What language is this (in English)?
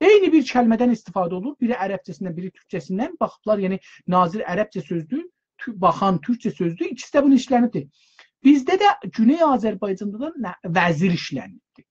South Azerbaijani